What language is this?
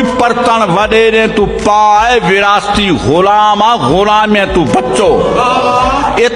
Saraiki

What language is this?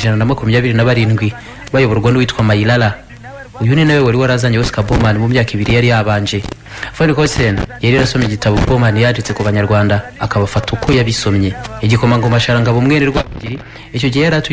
Kinyarwanda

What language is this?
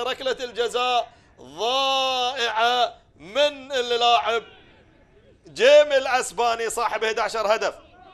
Gulf Arabic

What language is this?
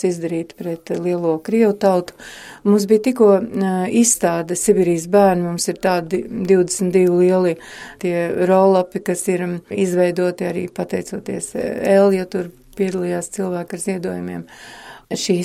Latvian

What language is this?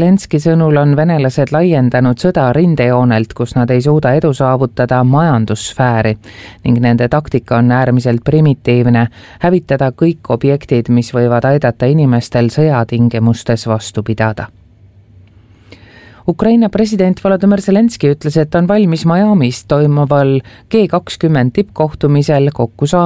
Estonian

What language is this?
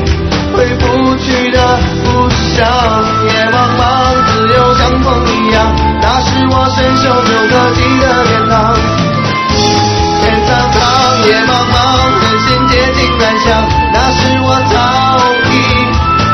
Chinese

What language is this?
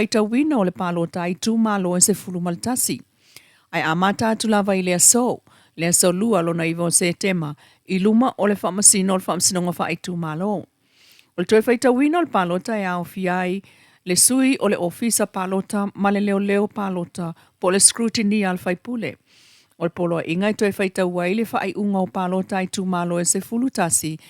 Samoan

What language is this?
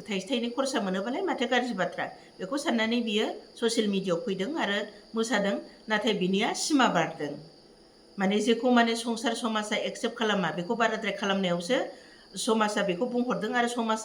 Bodo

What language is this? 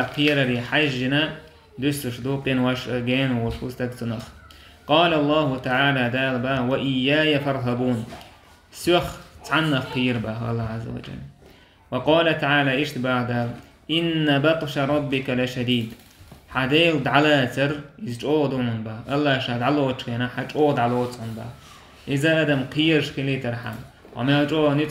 Chechen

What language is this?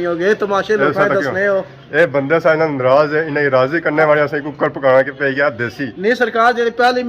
Pahari-Potwari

